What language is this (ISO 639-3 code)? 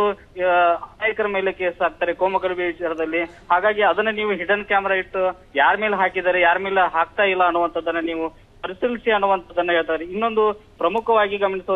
kan